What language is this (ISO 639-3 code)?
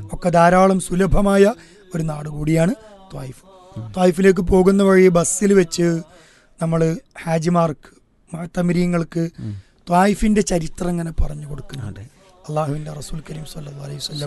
mal